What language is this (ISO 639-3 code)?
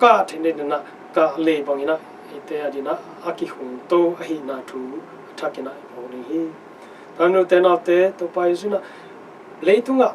ctd